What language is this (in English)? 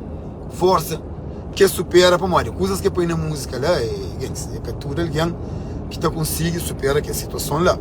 Kabuverdianu